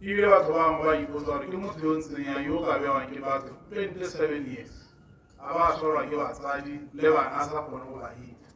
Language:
Tswana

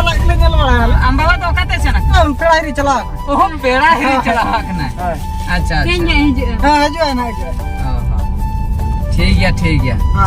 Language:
Santali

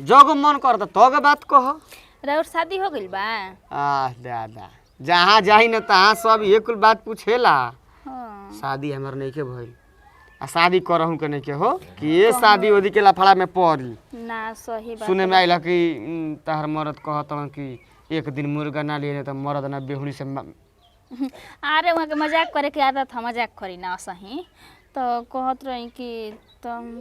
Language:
Bhojpuri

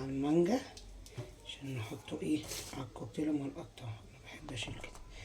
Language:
Egyptian Arabic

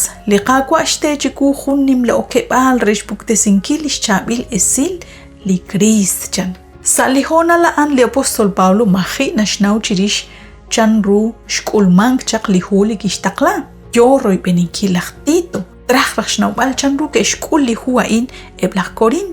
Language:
Kekchí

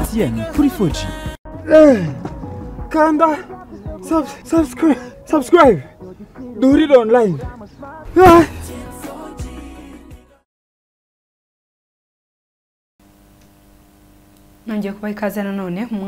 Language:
Kinyarwanda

